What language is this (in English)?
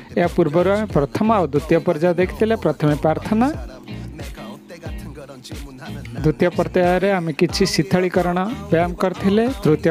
Odia